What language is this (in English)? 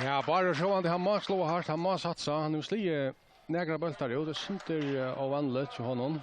Faroese